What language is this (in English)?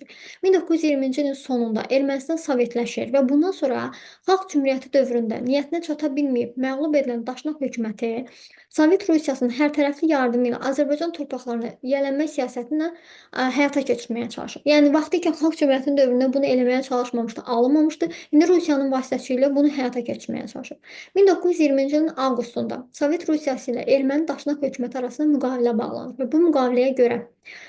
Azerbaijani